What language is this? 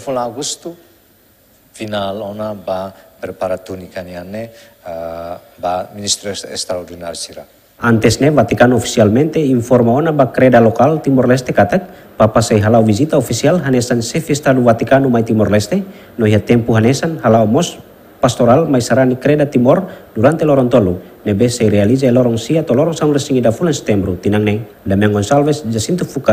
Tetum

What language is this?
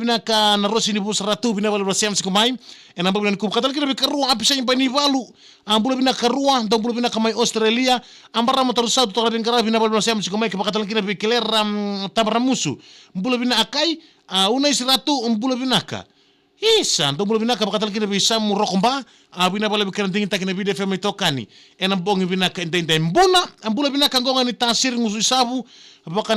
Fijian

